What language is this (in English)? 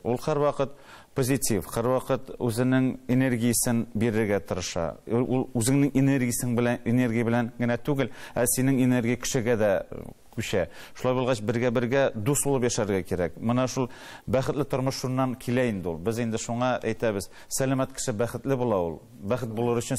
Tatar